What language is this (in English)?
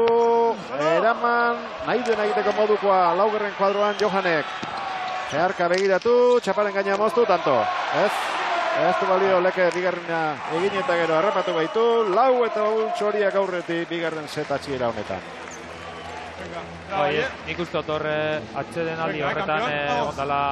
Basque